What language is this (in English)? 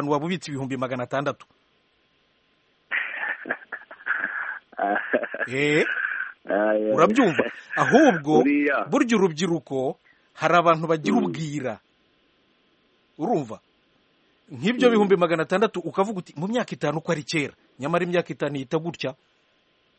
Kinyarwanda